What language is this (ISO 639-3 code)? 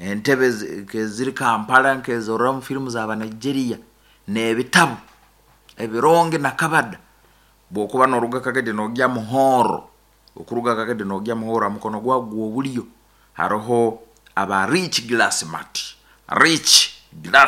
nyn